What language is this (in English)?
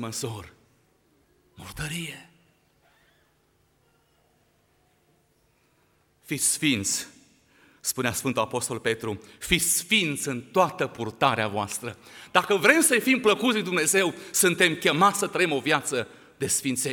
Romanian